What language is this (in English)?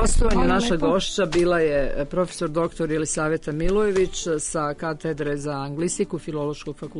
Serbian